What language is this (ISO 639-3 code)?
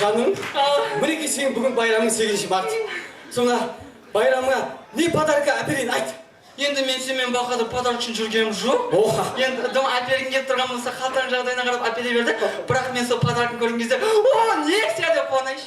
kaa